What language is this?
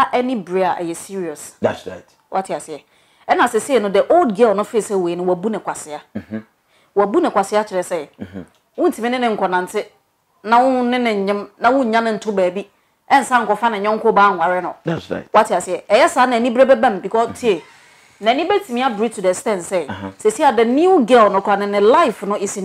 Akan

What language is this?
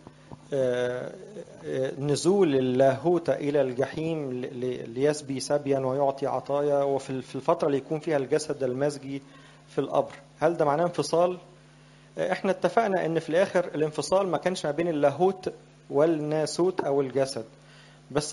Egyptian Arabic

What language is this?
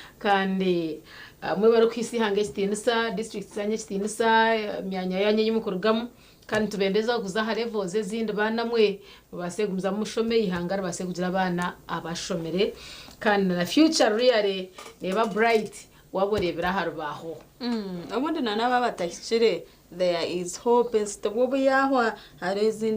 Nyankole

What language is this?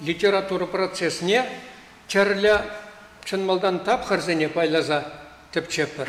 Chuvash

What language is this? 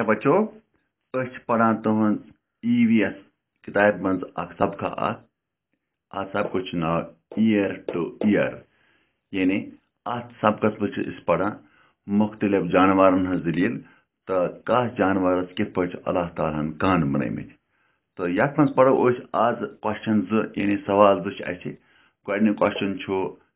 Kashmiri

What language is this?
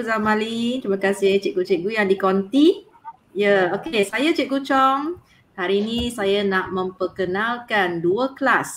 Malay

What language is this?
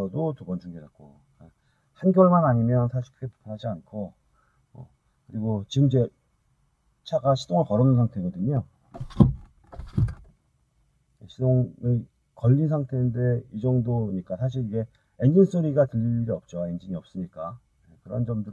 Korean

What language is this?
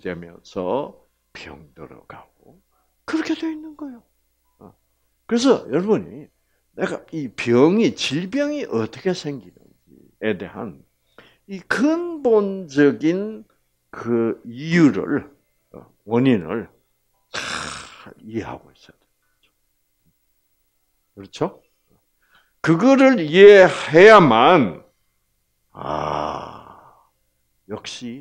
Korean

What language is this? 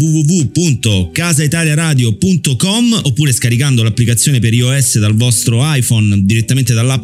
Italian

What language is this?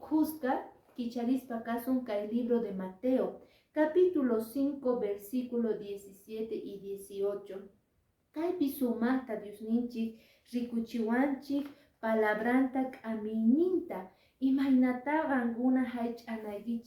Quechua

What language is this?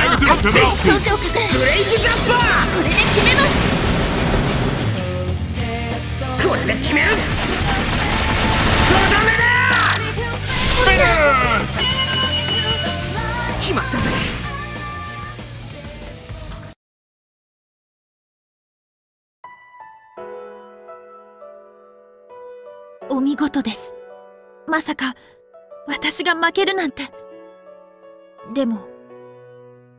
Japanese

